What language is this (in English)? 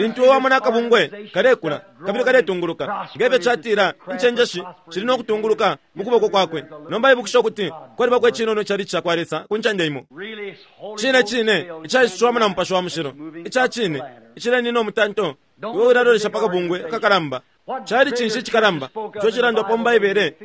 Bemba